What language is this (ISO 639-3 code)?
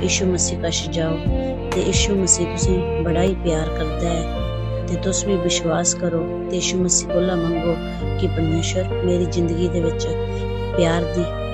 doi